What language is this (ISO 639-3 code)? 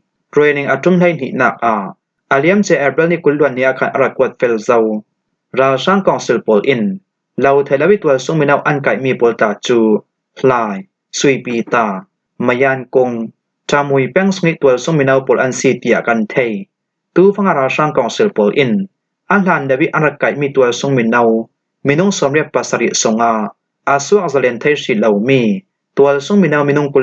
cfm